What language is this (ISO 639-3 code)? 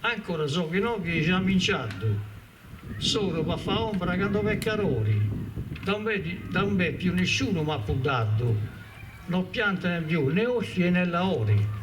srd